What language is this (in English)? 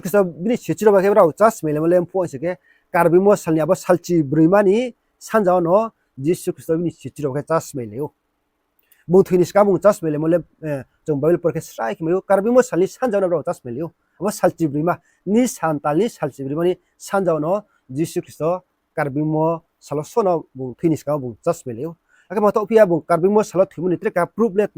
Riang (India)